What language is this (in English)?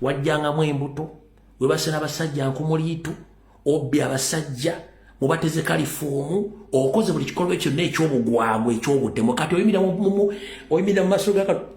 Ganda